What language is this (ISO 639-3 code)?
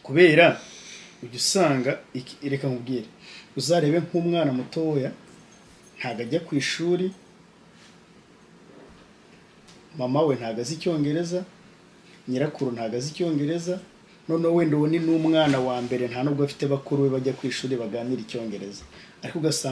kin